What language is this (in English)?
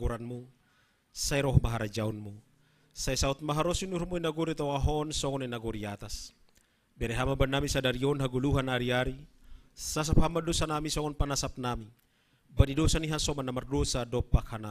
Batak Simalungun